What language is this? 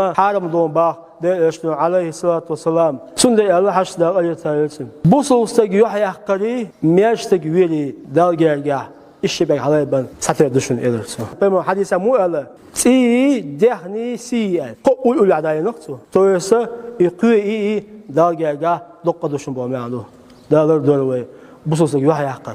Chechen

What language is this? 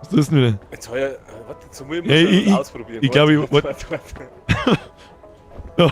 Bavarian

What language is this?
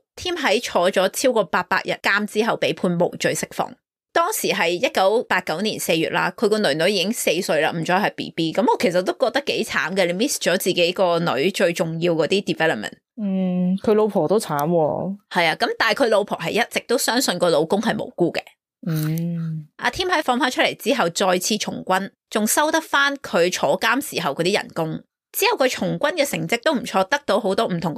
Cantonese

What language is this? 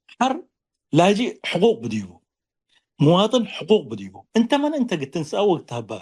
Tigre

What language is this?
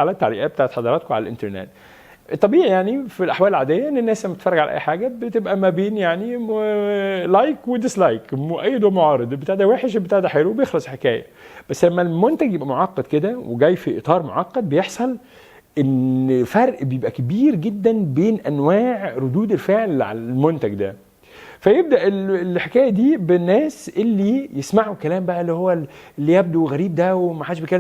Egyptian Arabic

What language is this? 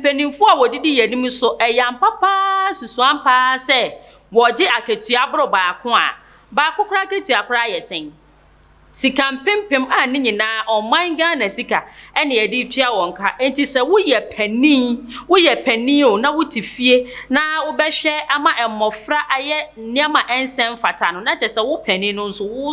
Akan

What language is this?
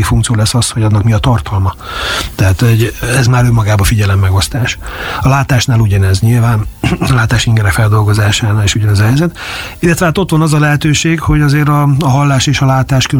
Hungarian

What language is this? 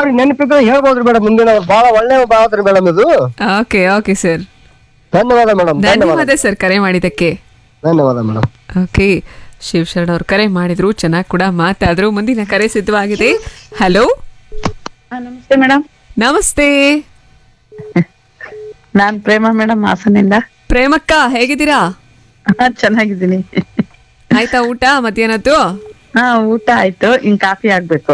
Kannada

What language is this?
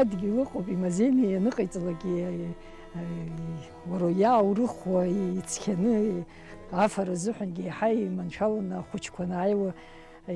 Abkhazian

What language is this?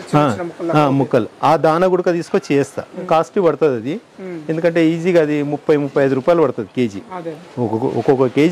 Telugu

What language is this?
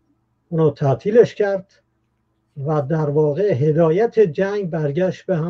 Persian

